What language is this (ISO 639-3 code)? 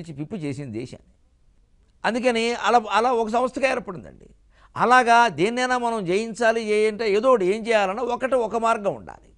tel